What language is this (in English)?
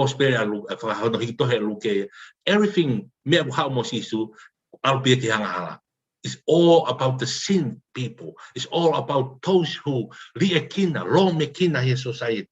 Tongan